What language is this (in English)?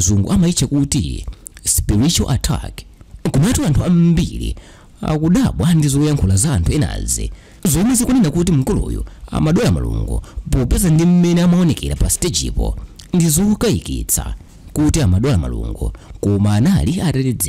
Nyanja